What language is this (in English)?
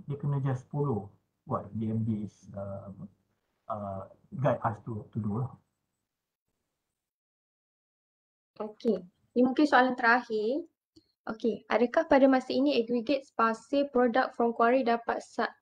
Malay